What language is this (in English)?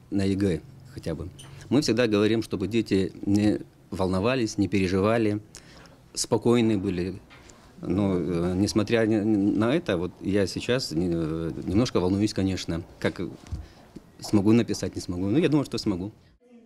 Russian